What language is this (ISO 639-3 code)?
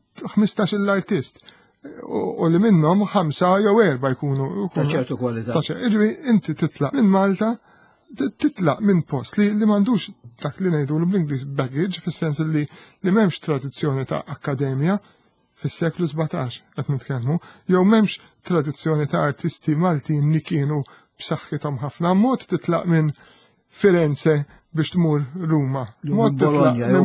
mlt